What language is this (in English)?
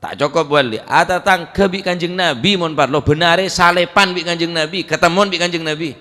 Madurese